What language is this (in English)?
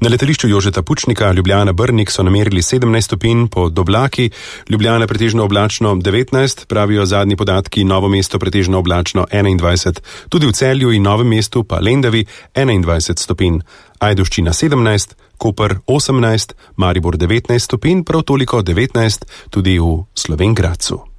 Slovenian